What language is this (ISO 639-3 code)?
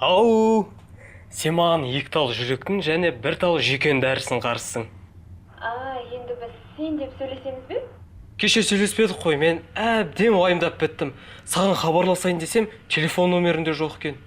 kaz